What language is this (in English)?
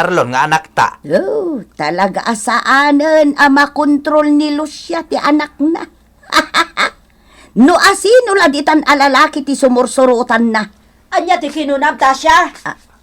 Iloko